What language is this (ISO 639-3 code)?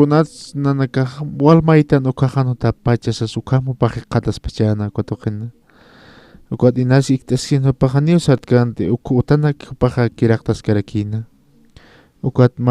aym